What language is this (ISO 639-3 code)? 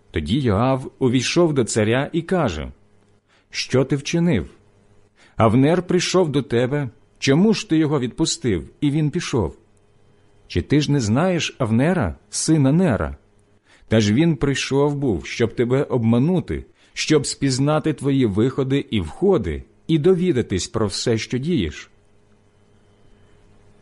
ukr